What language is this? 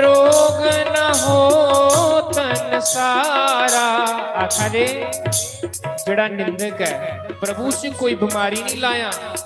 Dogri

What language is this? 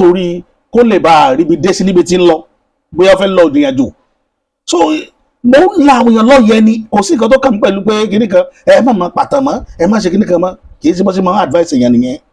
Yoruba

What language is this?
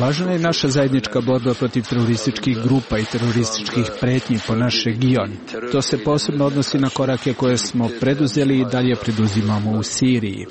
Serbian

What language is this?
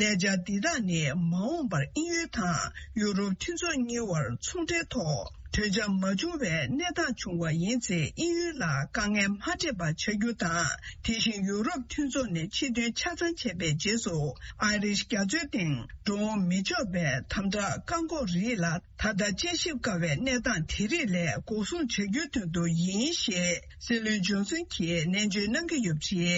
Tibetan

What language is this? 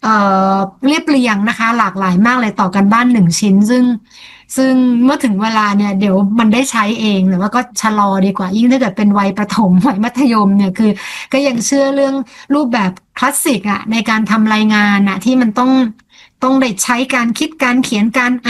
Thai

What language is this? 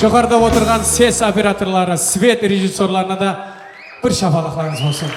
Kara-Kalpak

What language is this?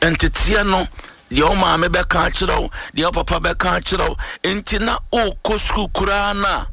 Akan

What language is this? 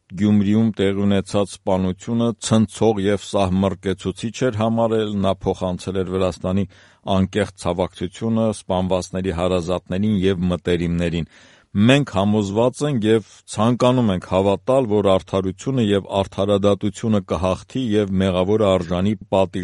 Armenian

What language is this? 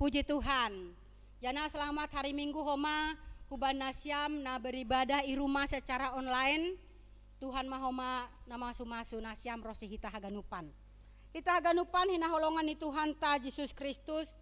Batak Simalungun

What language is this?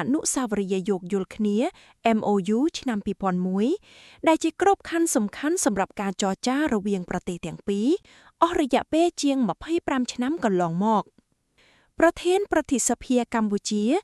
Khmer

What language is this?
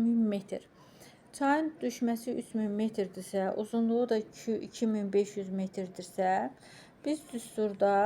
Azerbaijani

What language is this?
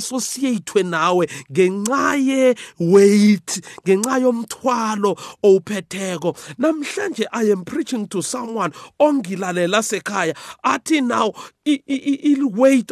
South Ndebele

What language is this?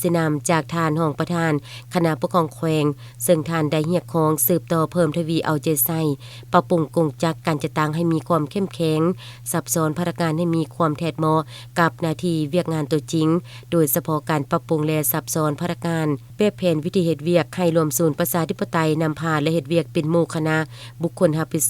Lao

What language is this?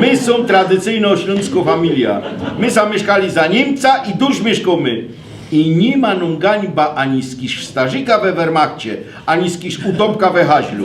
Silesian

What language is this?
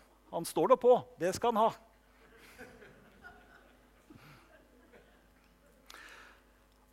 Norwegian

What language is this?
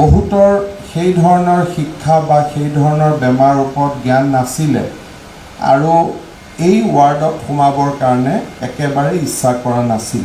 Assamese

